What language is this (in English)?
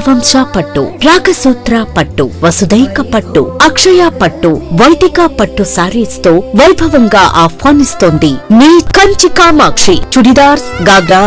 Telugu